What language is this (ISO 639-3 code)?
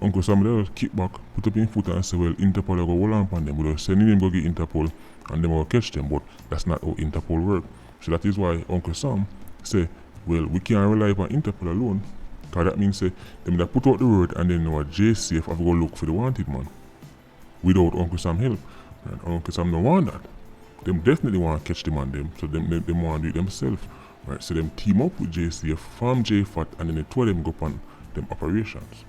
jam